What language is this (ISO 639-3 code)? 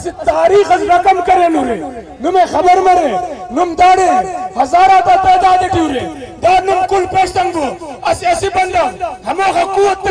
brh